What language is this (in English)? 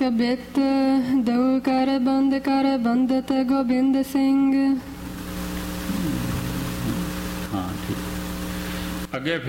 Punjabi